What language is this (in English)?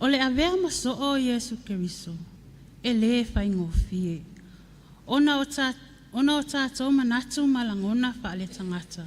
Samoan